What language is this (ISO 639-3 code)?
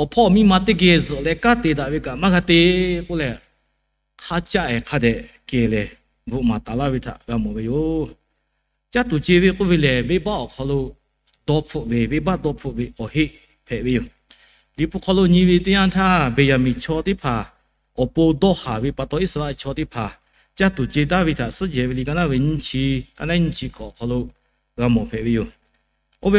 lhu